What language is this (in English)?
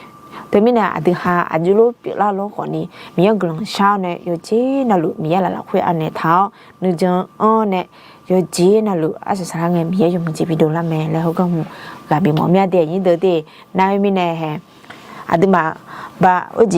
Akha